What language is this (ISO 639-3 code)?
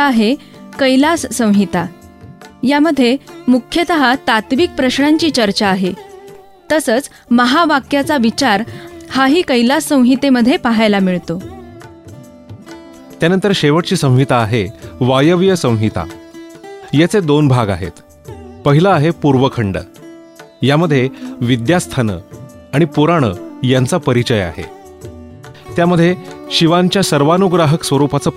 mar